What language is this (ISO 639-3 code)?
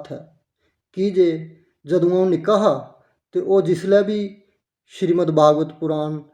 doi